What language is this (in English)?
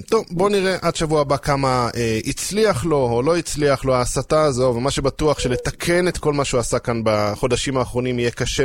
Hebrew